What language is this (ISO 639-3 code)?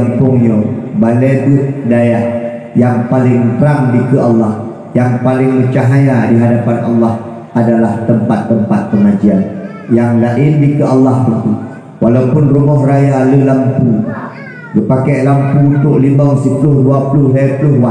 ace